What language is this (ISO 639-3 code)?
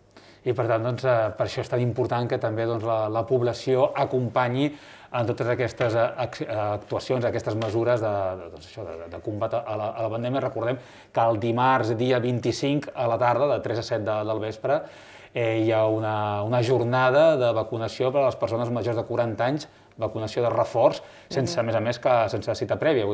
cat